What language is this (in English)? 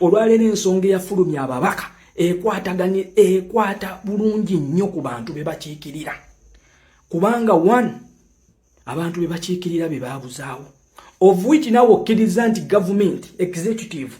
Ganda